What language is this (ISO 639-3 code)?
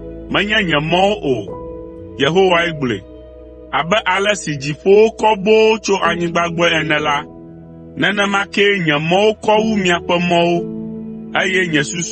ewe